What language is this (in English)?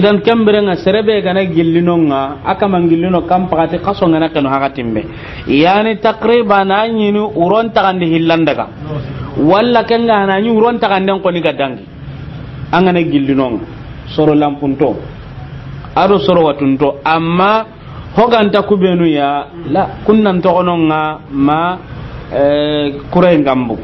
Soninke